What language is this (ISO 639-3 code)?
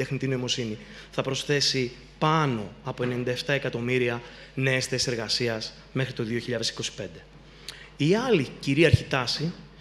ell